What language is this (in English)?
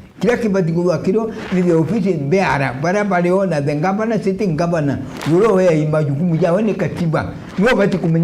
Meru